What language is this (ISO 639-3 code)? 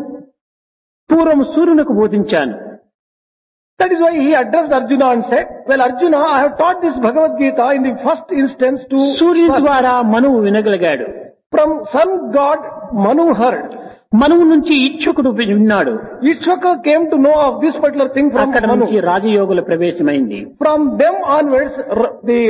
tel